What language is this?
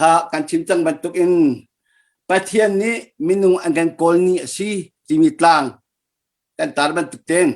Hakha Chin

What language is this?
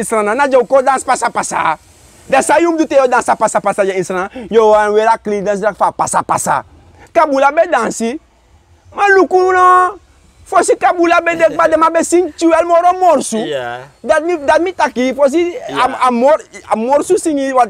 Sranan Tongo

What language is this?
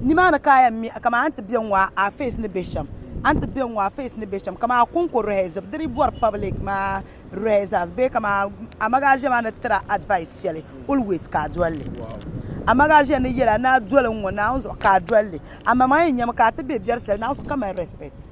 Dagbani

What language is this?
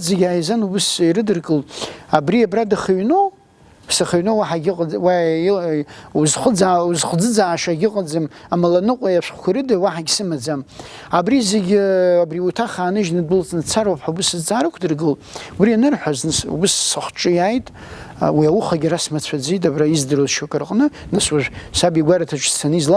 Abkhazian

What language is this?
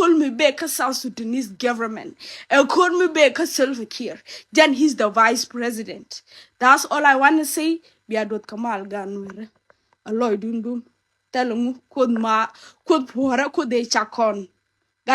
Nuer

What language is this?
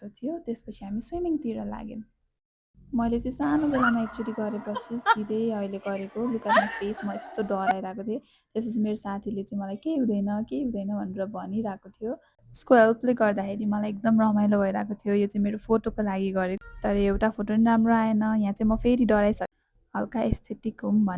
Nepali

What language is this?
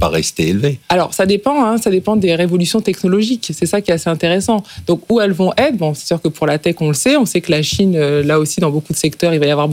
French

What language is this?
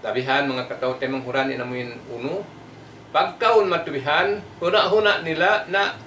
Tausug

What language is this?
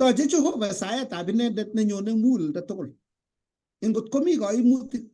Kalenjin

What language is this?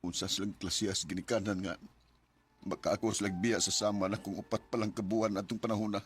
Cebuano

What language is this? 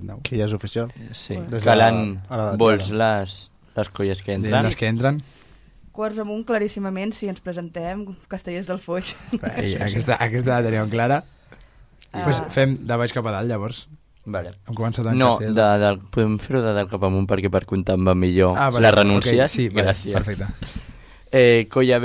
Catalan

